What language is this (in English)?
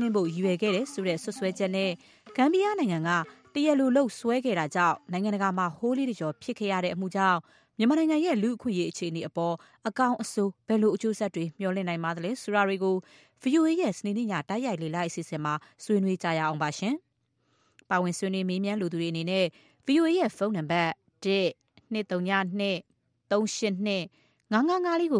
Burmese